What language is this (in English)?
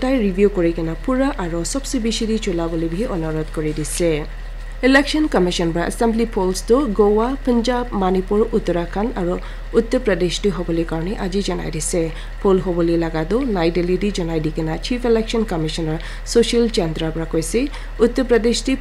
Naga Pidgin